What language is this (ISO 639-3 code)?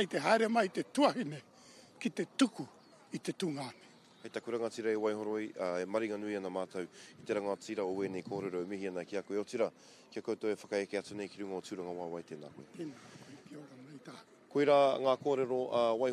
mri